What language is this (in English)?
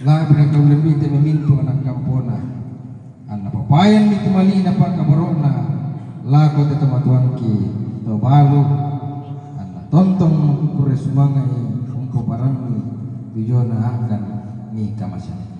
Toraja-Sa'dan